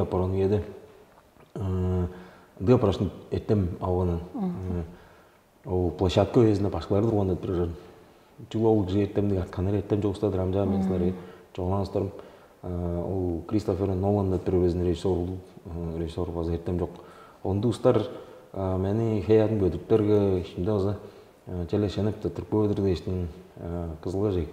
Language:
Tuvinian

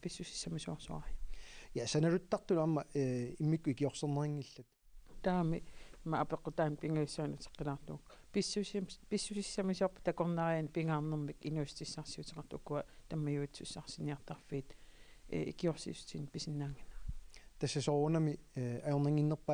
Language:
Kalaallisut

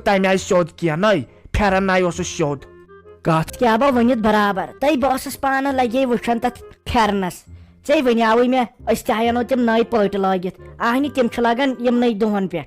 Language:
Kashmiri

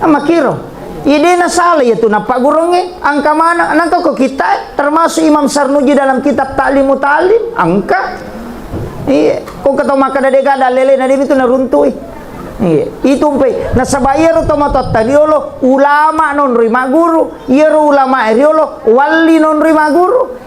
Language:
Buginese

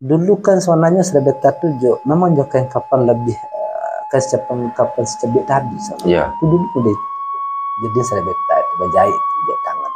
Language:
Minangkabau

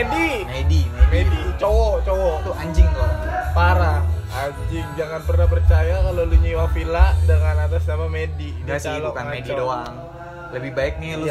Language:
Indonesian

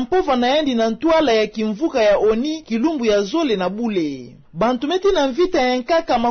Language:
Kituba (Democratic Republic of Congo)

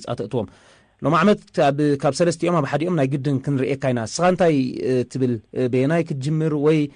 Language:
Tigrinya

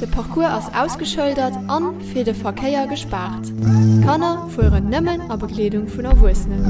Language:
Luxembourgish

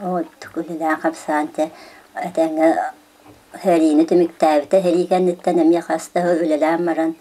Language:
Yakut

